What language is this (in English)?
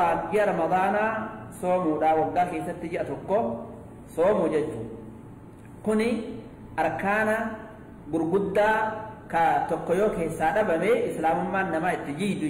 Oromo